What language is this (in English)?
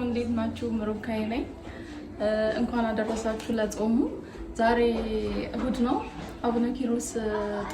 Amharic